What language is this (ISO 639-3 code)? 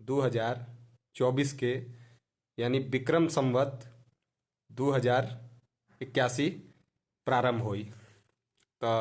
bho